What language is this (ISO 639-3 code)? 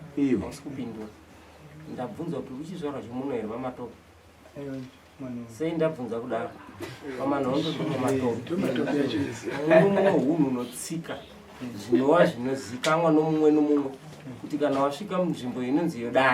sna